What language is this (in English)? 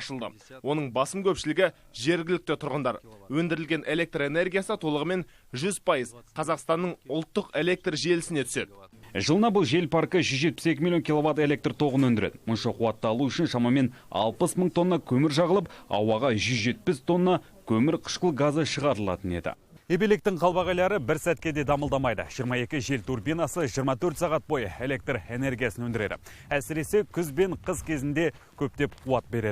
Kazakh